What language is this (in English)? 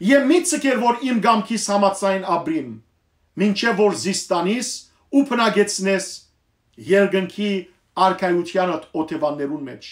Western Armenian